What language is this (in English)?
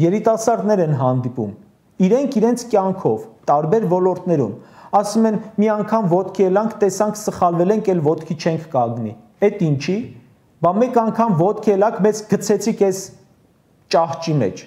Armenian